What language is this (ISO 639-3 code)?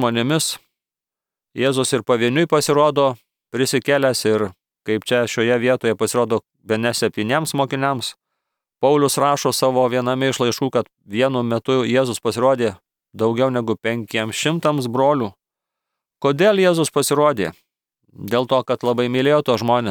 lit